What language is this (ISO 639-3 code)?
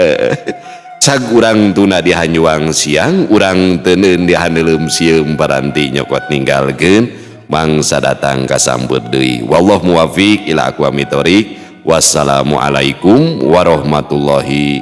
sun